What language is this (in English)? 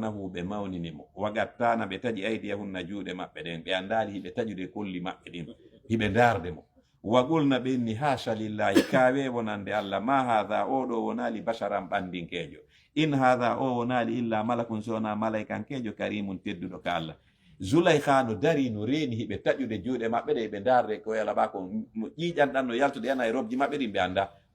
Fula